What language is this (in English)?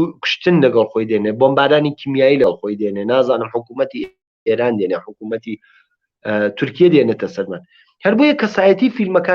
Central Kurdish